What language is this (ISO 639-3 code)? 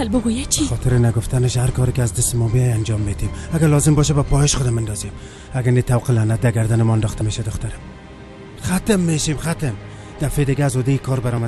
tgk